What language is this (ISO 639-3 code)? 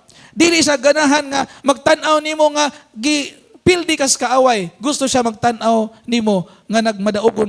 ceb